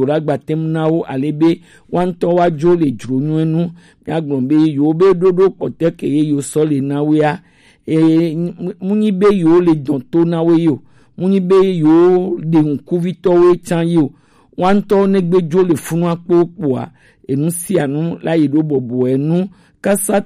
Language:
Gen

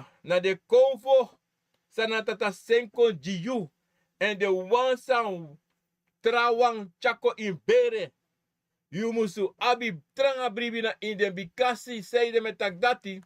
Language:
Sranan Tongo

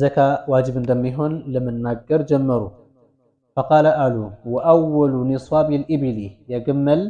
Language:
Amharic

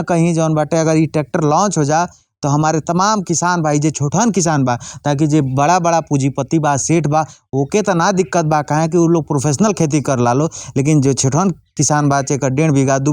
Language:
Bhojpuri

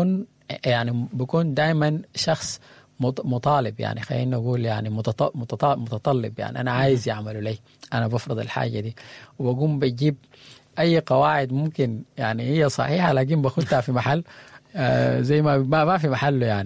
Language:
Sudanese Arabic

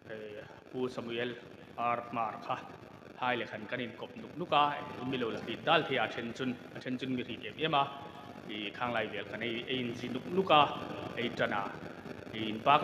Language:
Hmar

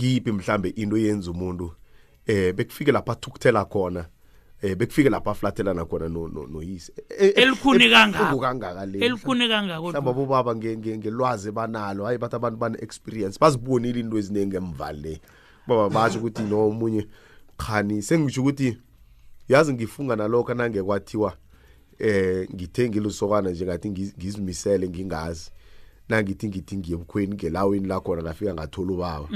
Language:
South Ndebele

